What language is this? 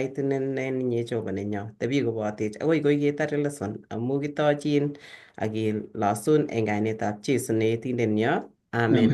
Kalenjin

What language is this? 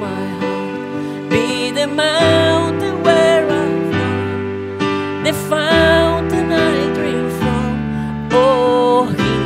Papiamento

